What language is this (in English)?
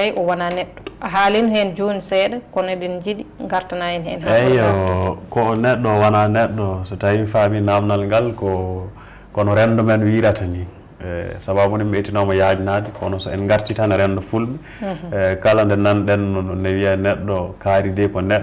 Fula